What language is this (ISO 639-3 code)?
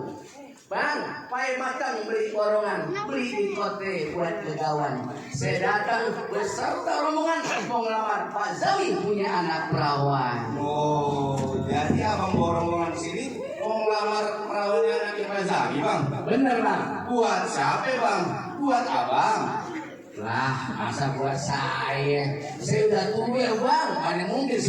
bew